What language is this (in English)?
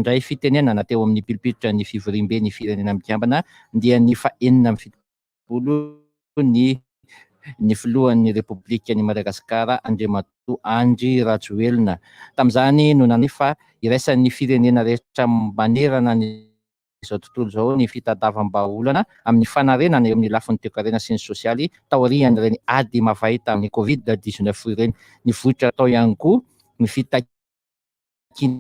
Malagasy